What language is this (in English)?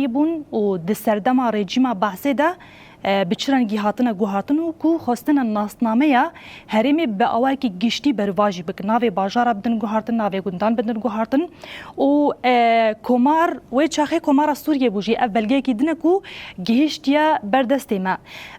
Kurdish